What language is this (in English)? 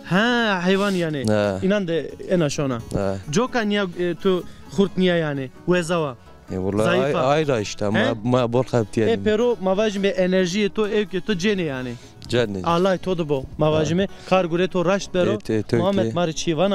Zaza